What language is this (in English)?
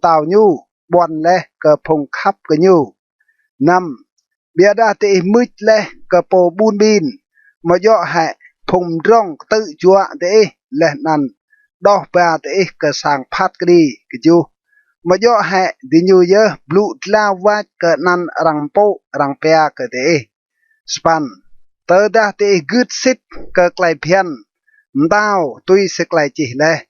Rade